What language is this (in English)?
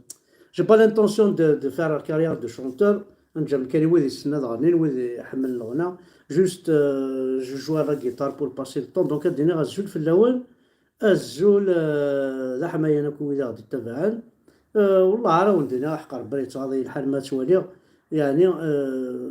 Kabyle